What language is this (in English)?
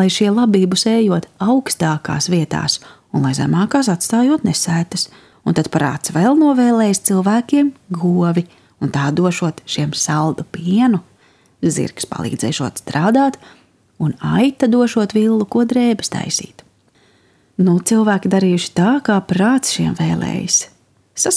Latvian